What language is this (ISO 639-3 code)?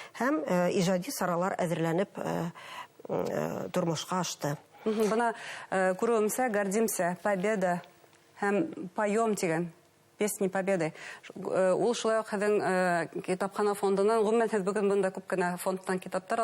bak